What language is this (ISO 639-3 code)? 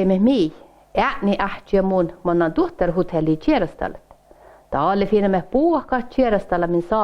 sme